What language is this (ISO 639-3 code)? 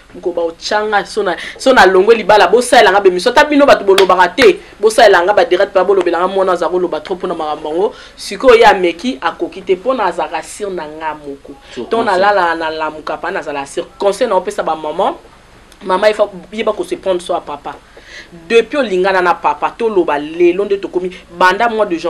lin